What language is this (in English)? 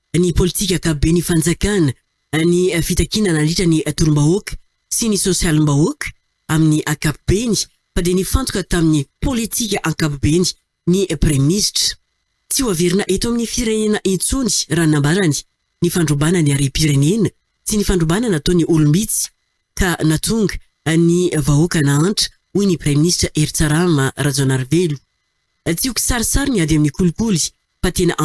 Malagasy